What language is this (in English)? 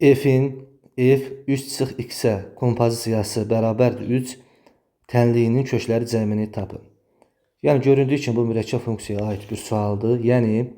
Azerbaijani